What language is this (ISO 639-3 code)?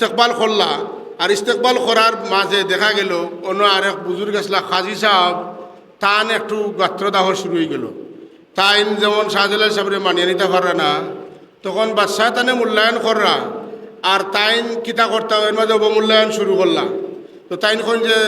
syl